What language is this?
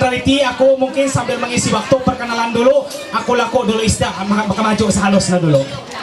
Ma'anyan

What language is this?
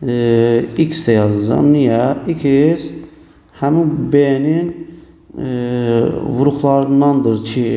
Azerbaijani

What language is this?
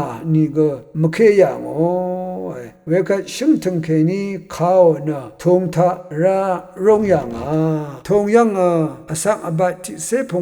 Rawang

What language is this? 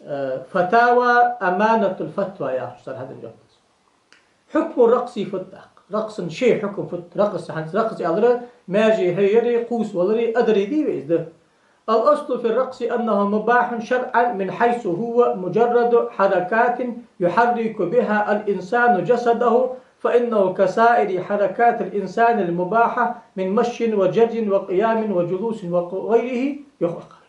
Ingush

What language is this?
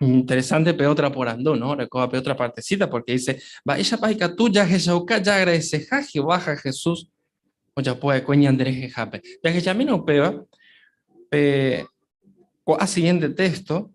Guarani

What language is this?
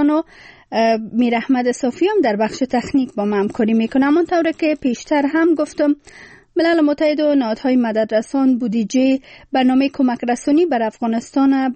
Persian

